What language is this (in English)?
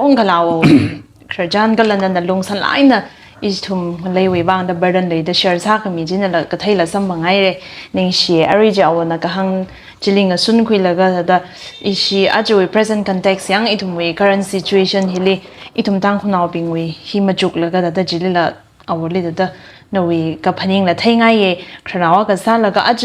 Tangkhul Naga (India)